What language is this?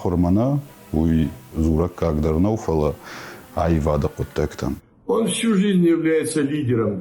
Ossetic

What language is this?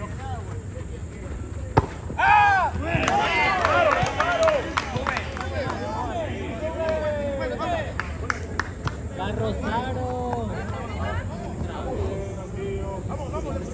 Spanish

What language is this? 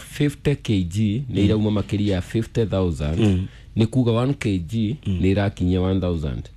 Kikuyu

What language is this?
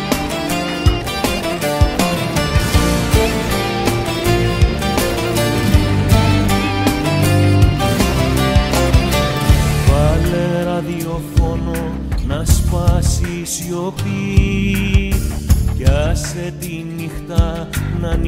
Greek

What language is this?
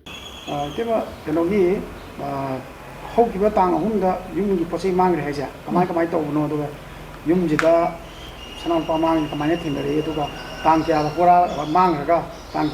Manipuri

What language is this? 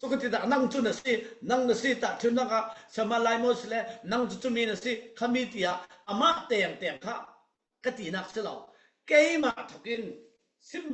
Falam Chin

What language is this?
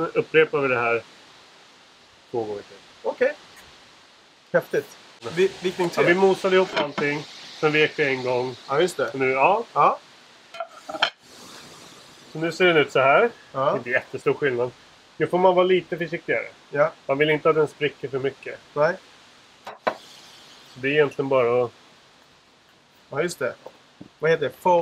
Swedish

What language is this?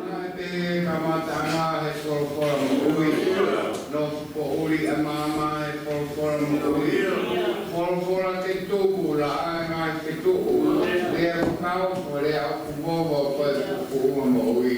Tongan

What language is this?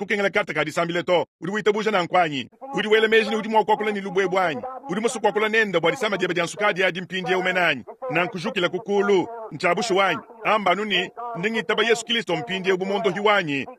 Luba-Lulua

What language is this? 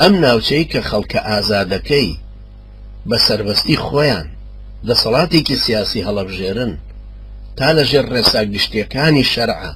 Central Kurdish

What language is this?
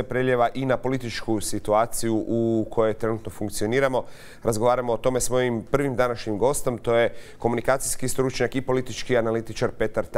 Croatian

